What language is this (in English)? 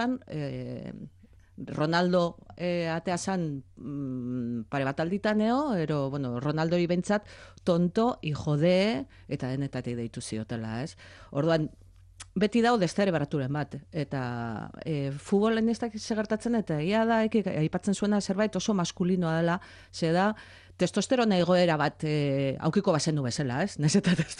Basque